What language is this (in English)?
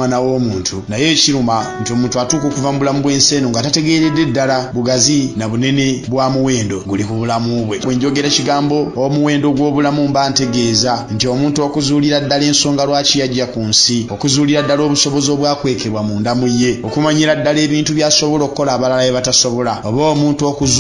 Ganda